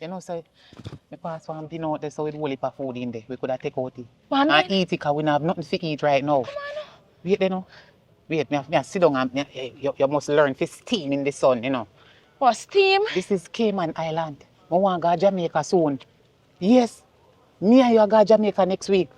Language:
Jamaican Creole English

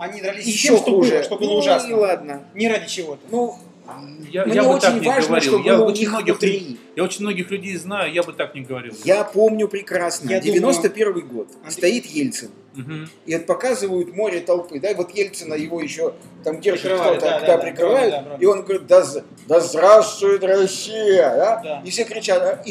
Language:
Russian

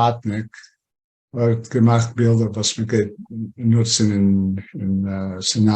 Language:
Yiddish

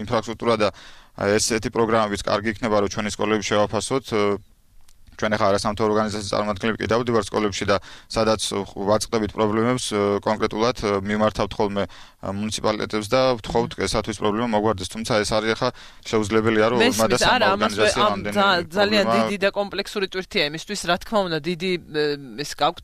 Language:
Georgian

